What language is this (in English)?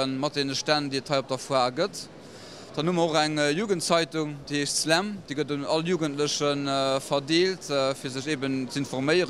Luxembourgish